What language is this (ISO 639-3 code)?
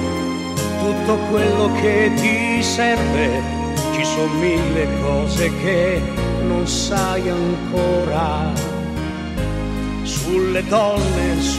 ita